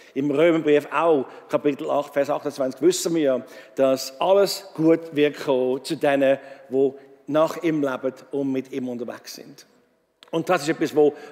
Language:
Swiss German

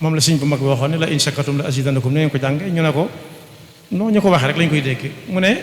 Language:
Wolof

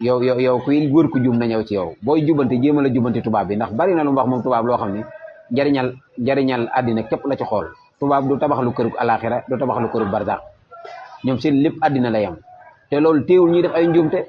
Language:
Wolof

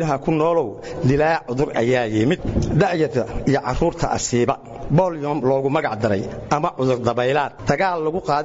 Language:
Somali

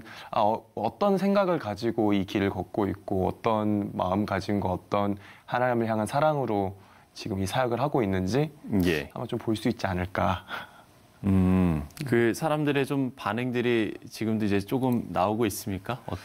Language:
Korean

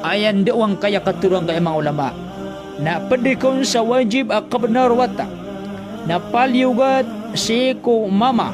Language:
Maranao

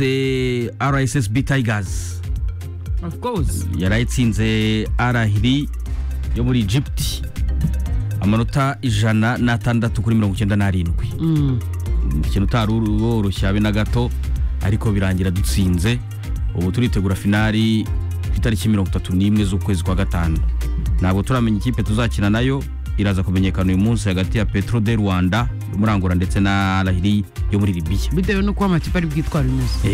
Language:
Kinyarwanda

